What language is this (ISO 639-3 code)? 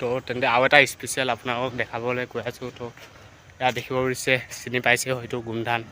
asm